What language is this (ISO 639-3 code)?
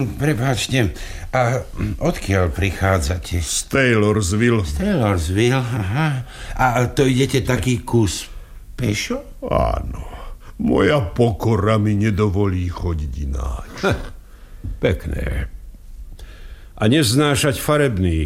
slk